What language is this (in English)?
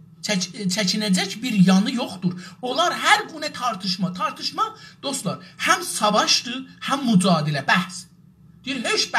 South Azerbaijani